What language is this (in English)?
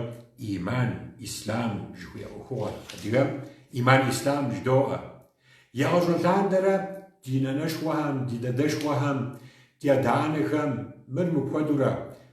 Kabardian